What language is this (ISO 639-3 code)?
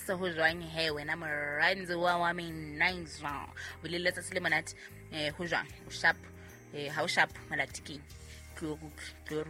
sot